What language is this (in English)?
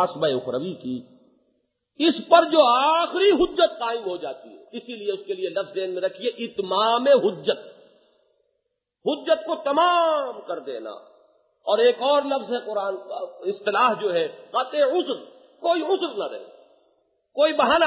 Urdu